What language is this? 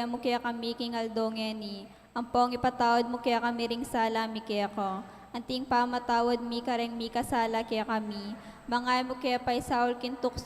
Pampanga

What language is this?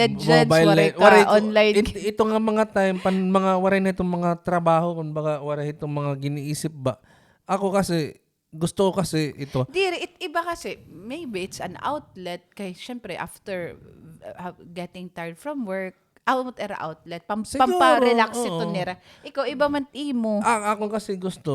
Waray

